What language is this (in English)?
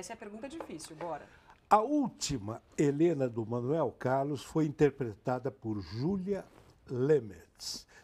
Portuguese